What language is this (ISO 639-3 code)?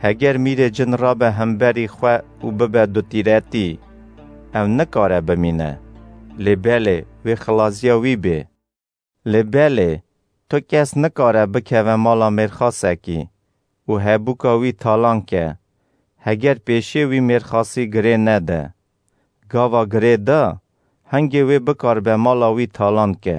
kur